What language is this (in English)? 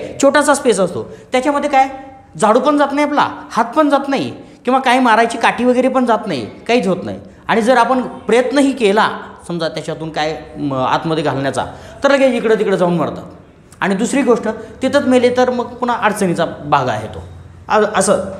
Marathi